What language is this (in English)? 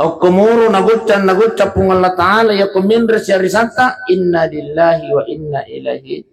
Buginese